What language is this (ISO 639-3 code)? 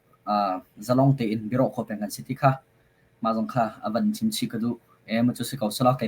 cnh